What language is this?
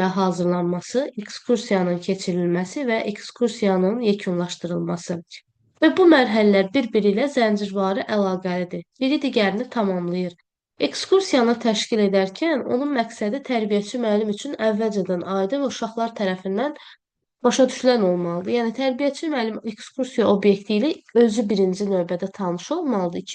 Azerbaijani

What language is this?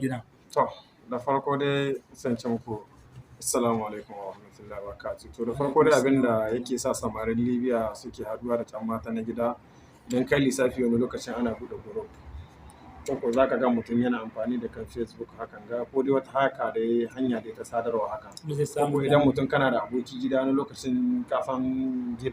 Hausa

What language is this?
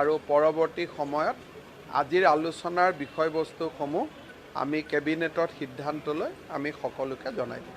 Assamese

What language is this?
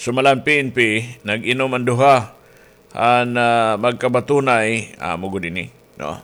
Waray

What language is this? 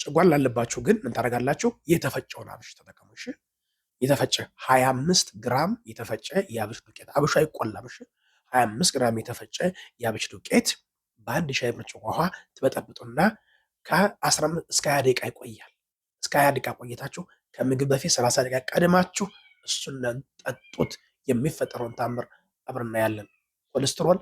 Amharic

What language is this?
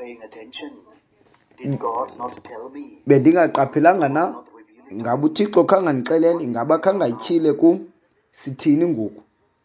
Xhosa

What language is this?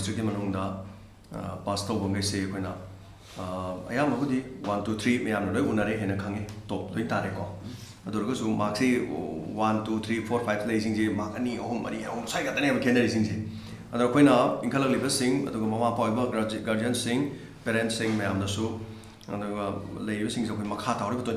Manipuri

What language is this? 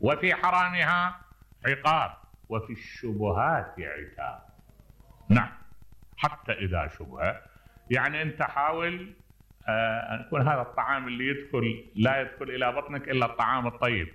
Mesopotamian Arabic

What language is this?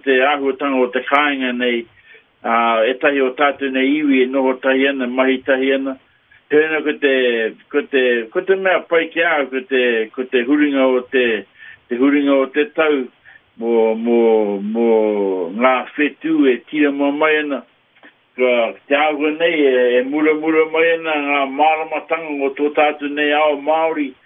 Māori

